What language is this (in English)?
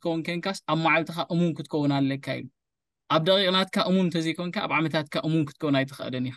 Tigrinya